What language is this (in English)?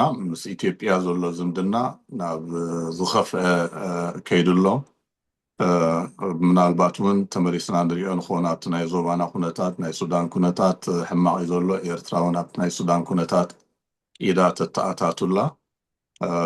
Tigrinya